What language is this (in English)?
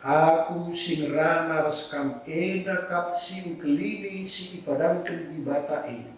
Batak Karo